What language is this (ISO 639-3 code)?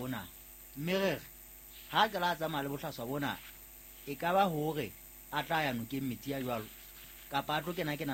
sot